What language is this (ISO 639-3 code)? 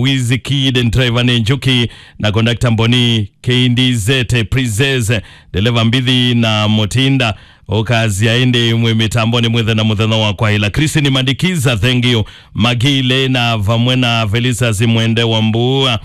kam